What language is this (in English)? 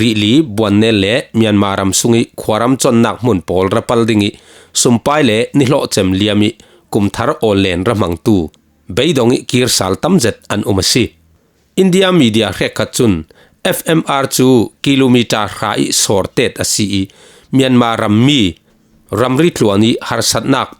Falam Chin